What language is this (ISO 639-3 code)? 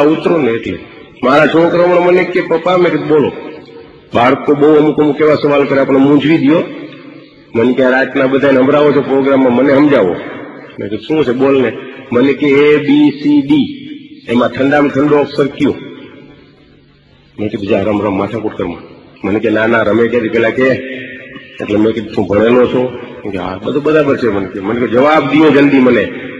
guj